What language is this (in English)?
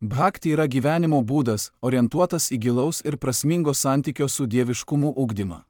Lithuanian